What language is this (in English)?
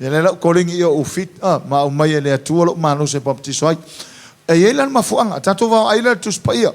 Samoan